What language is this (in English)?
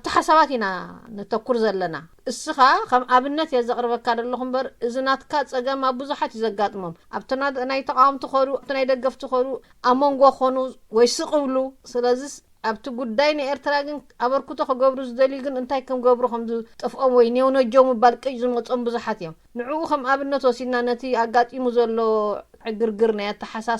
Tigrinya